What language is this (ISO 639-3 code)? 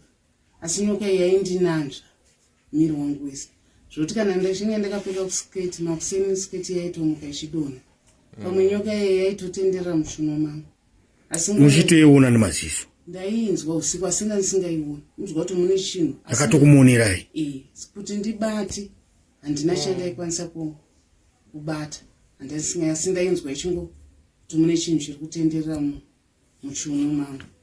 sna